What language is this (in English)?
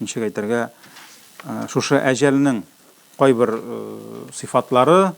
Tatar